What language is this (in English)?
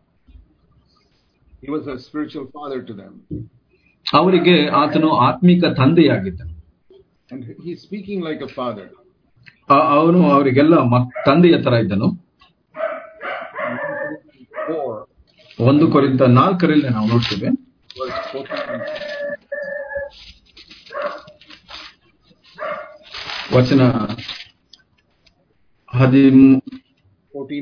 Kannada